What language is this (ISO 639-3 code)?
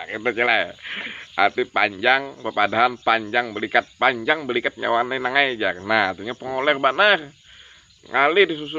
bjn